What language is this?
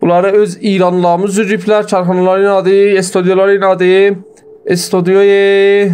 South Azerbaijani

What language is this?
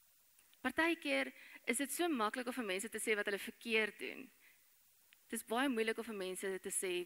Afrikaans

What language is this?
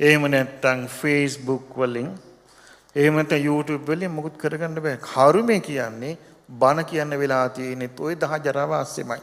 Sinhala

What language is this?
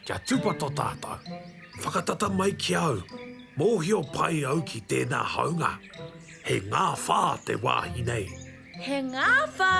Māori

